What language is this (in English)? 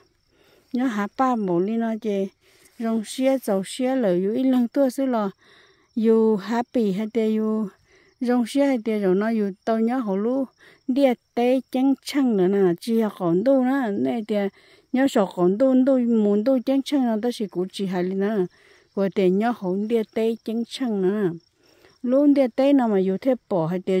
Hmong